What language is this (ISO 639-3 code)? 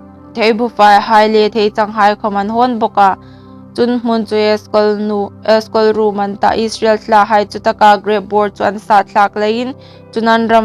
hmr